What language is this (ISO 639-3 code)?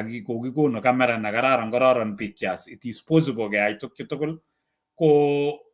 kln